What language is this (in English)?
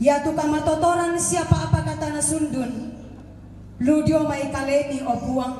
Toraja-Sa'dan